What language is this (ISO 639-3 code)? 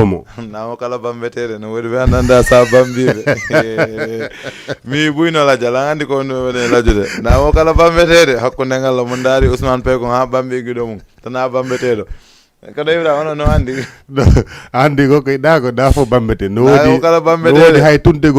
ful